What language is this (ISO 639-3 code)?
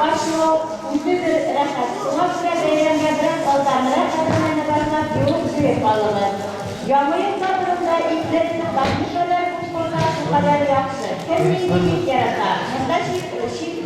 bak